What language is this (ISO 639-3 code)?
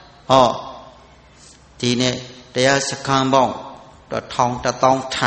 mya